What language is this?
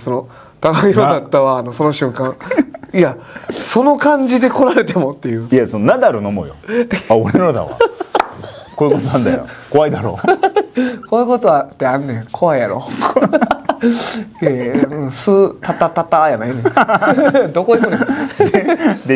Japanese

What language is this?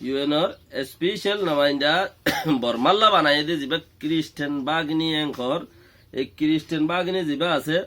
Rohingya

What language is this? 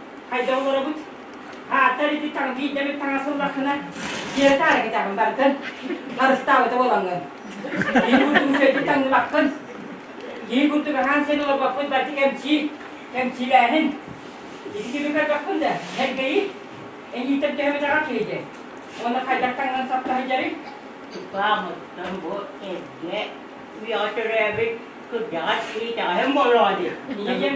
Yakut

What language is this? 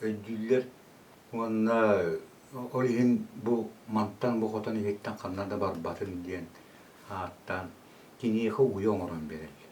Yakut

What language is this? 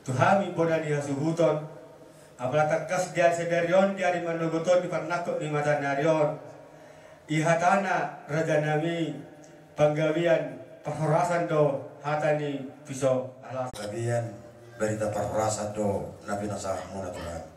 Batak Toba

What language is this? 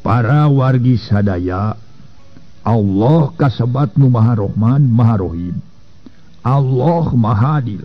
Sundanese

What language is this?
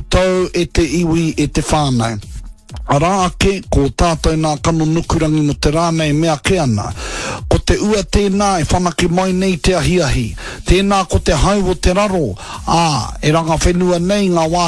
Māori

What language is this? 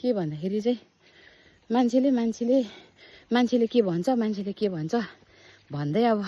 Nepali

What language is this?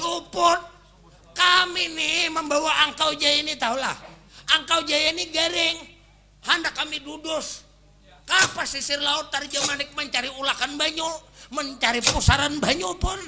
Banjar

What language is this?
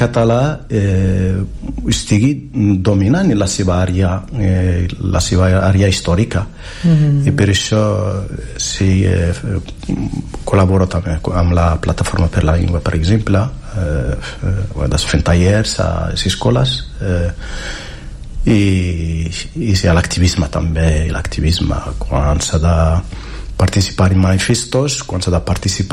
Catalan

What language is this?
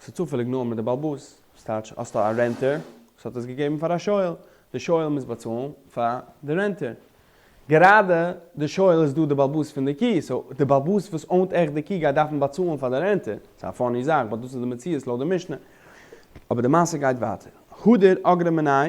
Yiddish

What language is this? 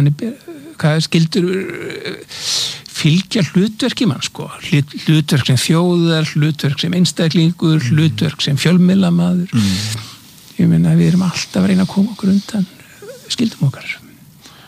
Icelandic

